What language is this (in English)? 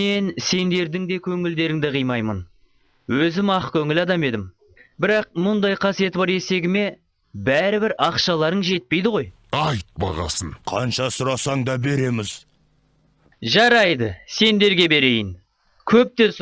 Kazakh